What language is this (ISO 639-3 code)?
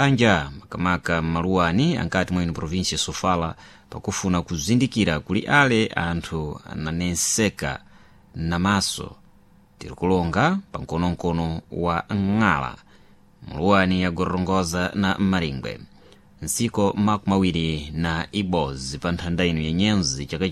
seh